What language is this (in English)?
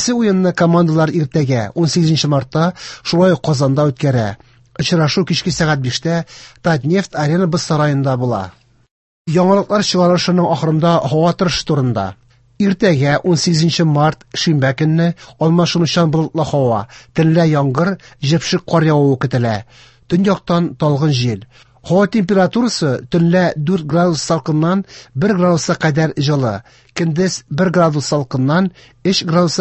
Tatar